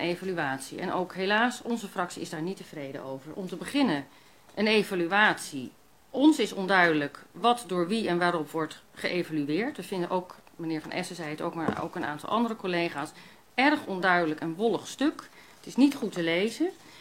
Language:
Dutch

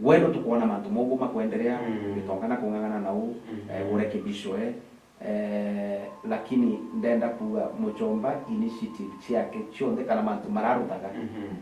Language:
Meru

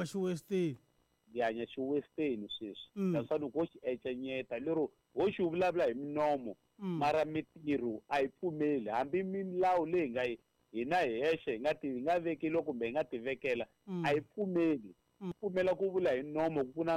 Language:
Tsonga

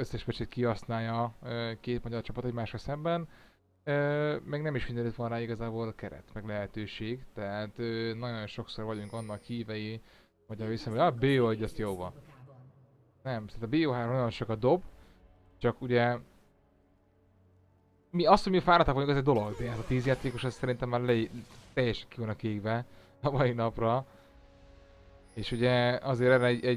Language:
Hungarian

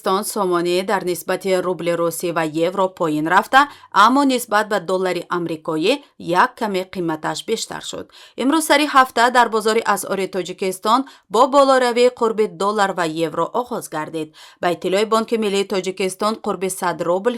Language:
Tajik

